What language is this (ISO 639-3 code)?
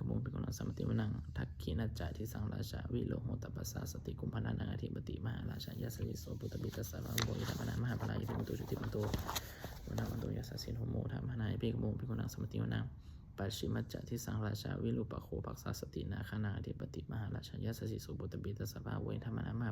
pli